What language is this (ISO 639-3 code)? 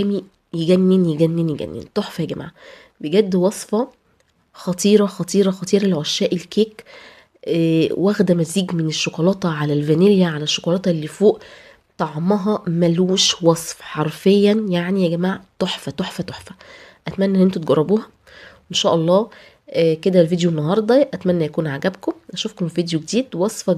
arz